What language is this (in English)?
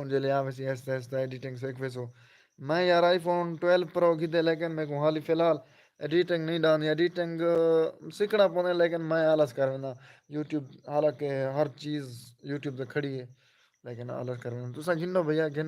Saraiki